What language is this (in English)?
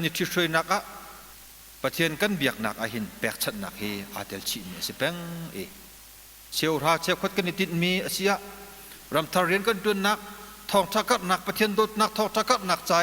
Hakha Chin